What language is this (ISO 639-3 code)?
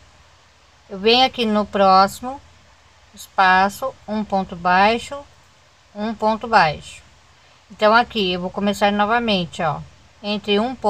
por